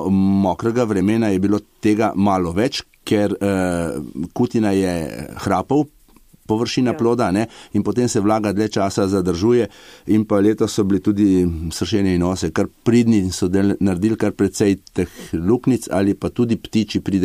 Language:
Slovenian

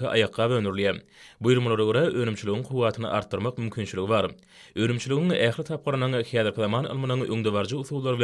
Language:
Turkmen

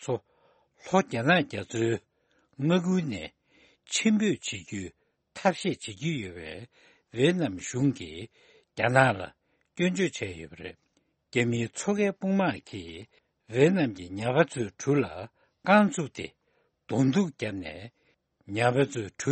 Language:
Tibetan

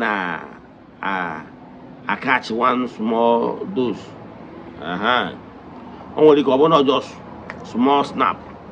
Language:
Igbo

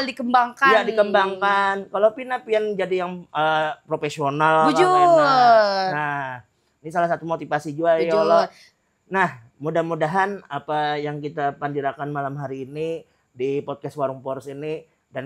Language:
Banjar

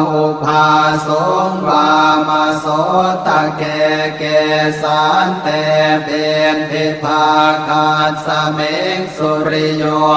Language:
Pali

